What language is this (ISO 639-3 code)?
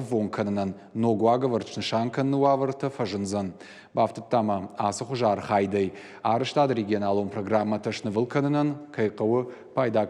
oss